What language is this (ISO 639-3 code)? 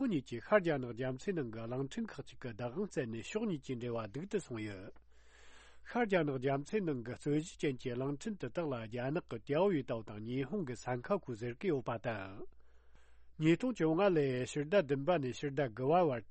bod